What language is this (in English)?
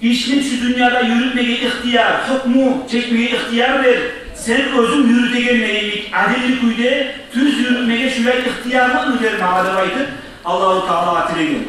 Kumyk